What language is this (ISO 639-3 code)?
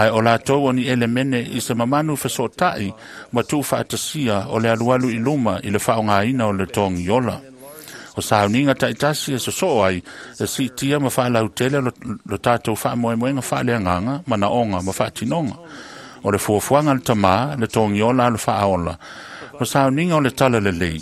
smo